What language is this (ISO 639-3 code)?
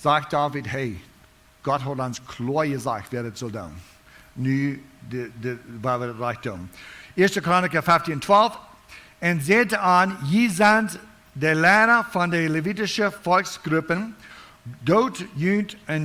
pdt